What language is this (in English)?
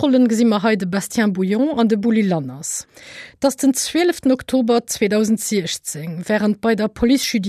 Luxembourgish